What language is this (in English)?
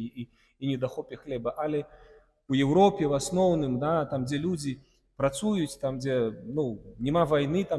Belarusian